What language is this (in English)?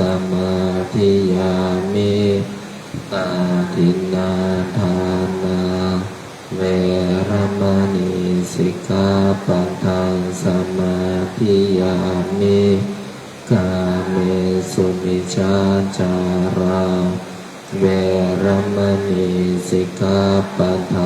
Pali